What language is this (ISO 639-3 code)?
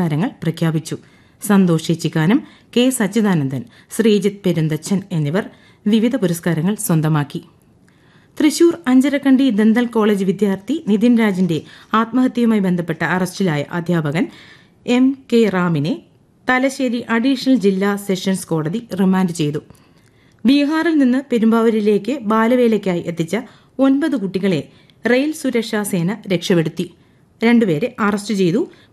mal